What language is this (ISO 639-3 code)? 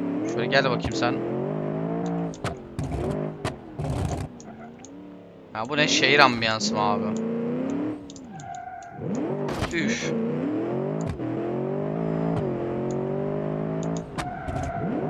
tur